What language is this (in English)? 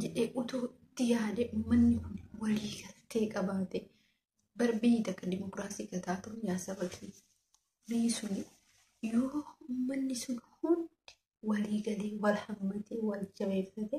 Oromo